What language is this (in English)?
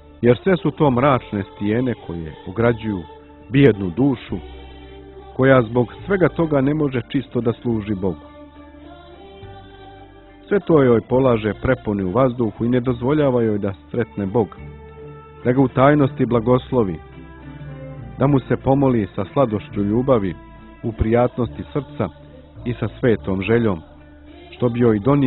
Bosnian